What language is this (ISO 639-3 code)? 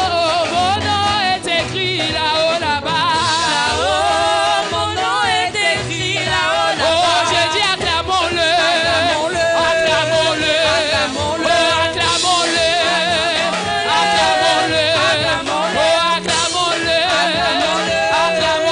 fra